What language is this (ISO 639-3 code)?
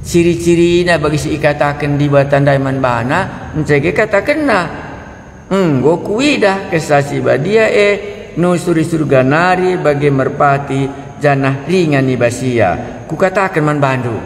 btx